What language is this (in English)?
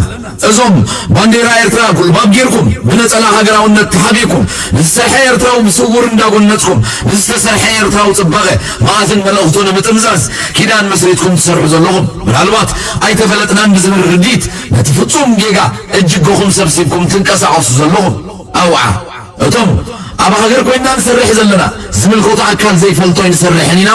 Tigrinya